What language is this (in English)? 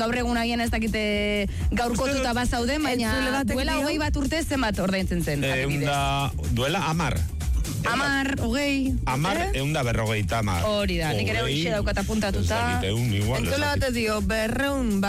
Basque